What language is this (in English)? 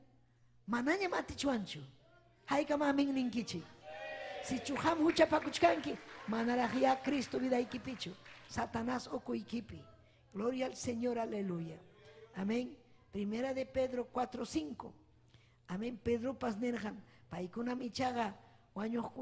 Ayacucho Quechua